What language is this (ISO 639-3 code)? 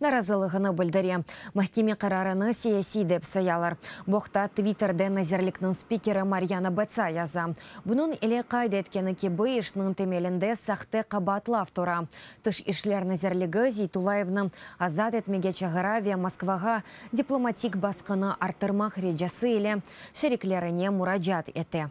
crh